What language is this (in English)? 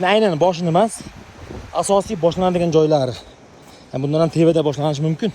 Uzbek